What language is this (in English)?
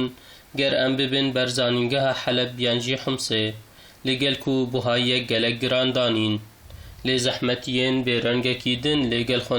Kurdish